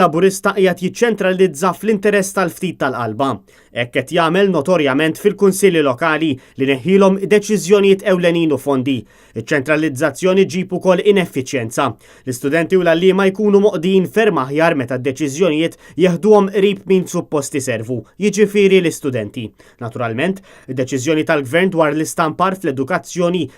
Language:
Maltese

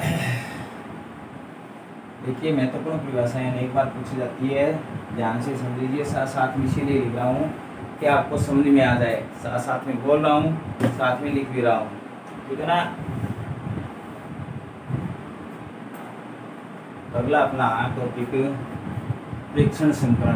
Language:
Hindi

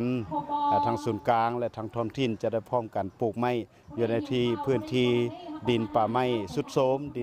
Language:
Lao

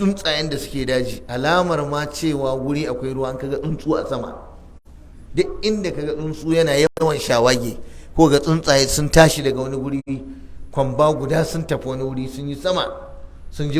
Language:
Hausa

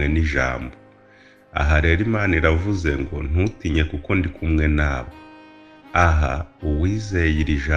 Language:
Kinyarwanda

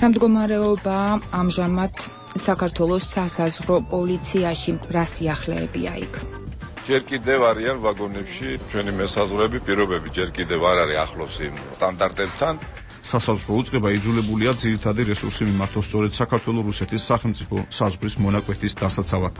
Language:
Georgian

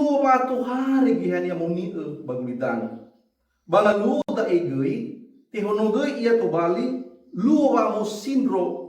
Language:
Nias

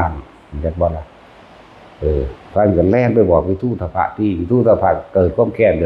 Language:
Northeastern Thai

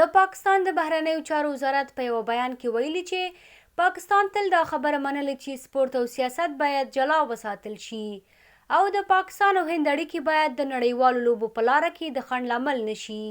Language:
Pashto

